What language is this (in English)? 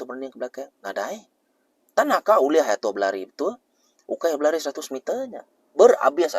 Iban